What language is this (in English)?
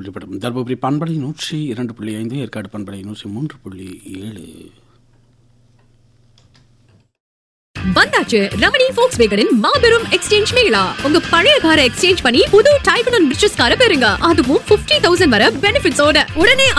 Tamil